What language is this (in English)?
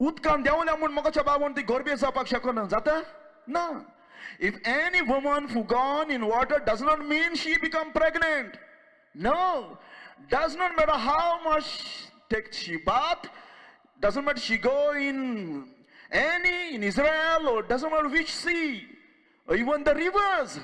Konkani